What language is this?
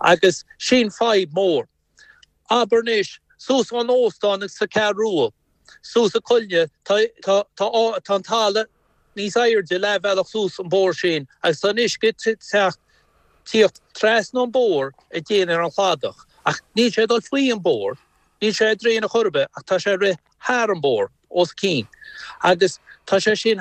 Irish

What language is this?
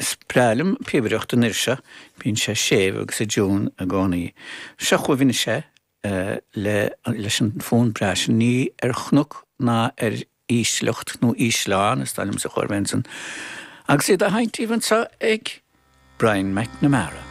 Irish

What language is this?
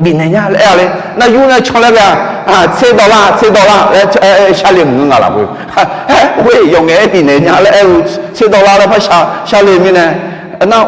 Akha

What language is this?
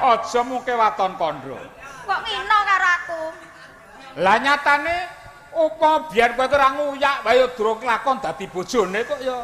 Javanese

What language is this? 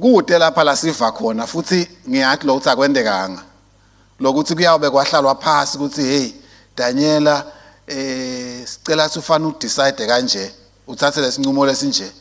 Swati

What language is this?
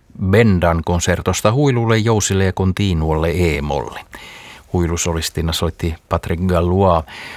Finnish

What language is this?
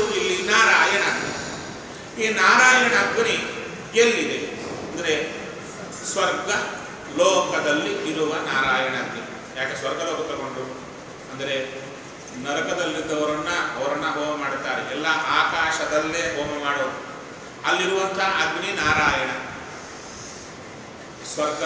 Kannada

